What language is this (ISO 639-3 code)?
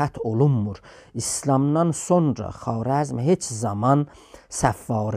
azb